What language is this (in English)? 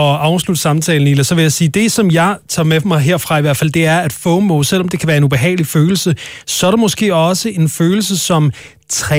Danish